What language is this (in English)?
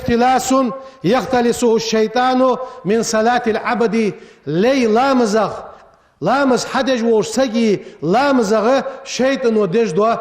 Ingush